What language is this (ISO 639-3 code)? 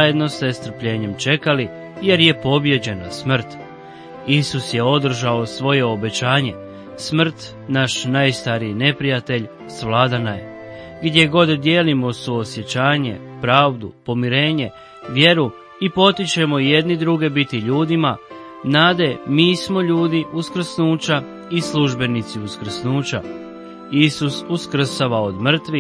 hrv